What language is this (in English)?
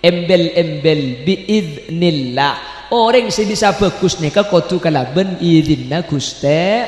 Madurese